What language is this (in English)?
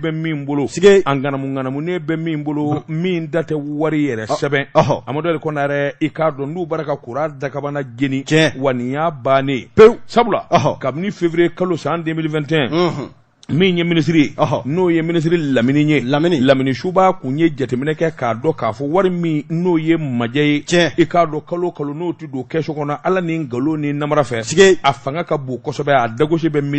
Bambara